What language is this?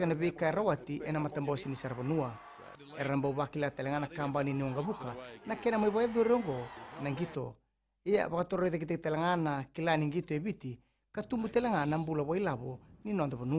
Fijian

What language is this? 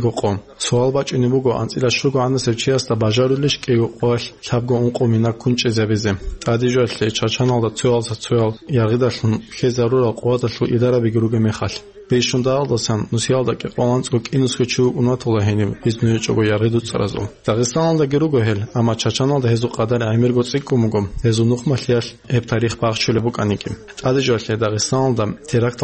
Avaric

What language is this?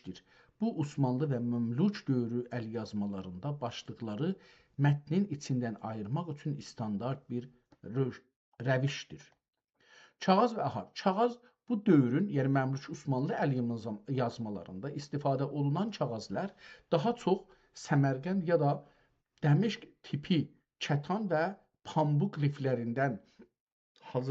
South Azerbaijani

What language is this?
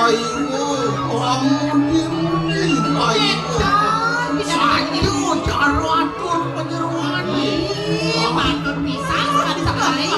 Balinese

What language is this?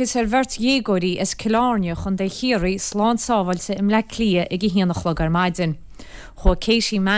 Irish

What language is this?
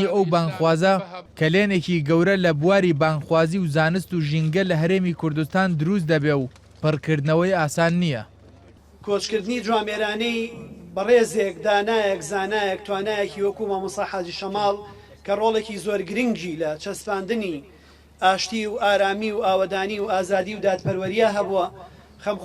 Central Kurdish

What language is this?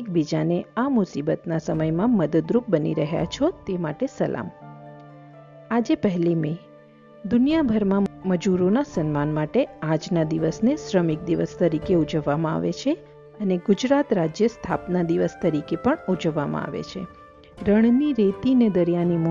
Gujarati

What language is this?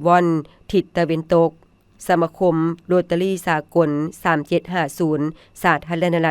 Lao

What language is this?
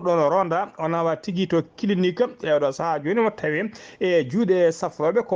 Fula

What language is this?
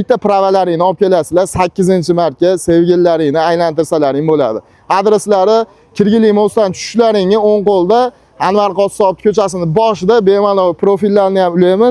Uzbek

